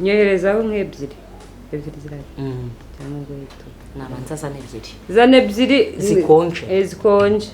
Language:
Kinyarwanda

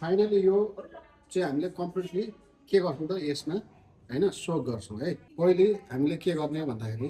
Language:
Nepali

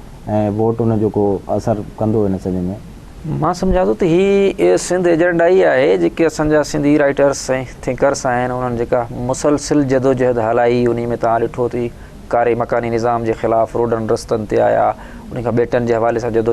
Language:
Sindhi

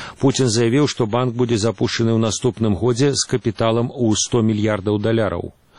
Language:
Belarusian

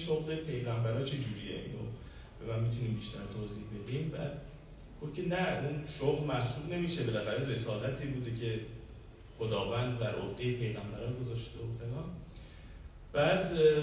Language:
Persian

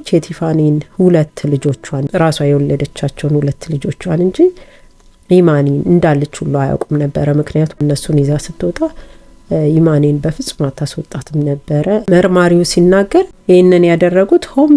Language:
Amharic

